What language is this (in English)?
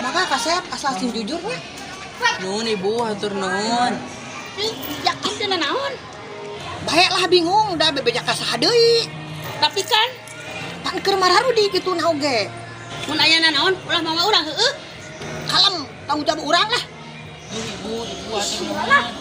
Sundanese